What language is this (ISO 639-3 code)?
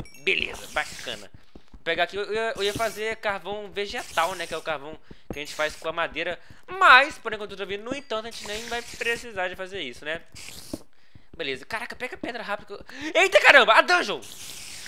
por